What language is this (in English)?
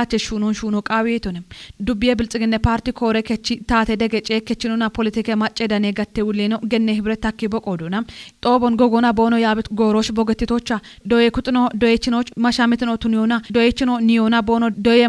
Kafa